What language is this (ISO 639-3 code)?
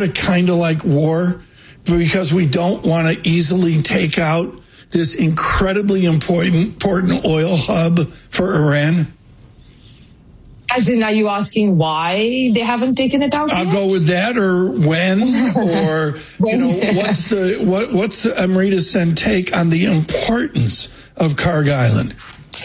eng